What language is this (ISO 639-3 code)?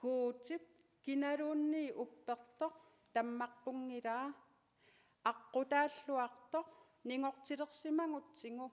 kal